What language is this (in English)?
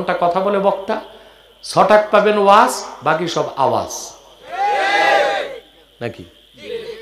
Bangla